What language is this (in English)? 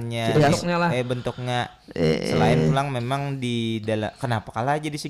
Banjar